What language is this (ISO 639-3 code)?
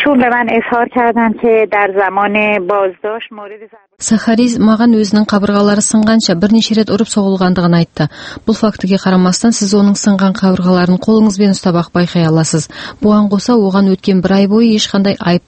kaz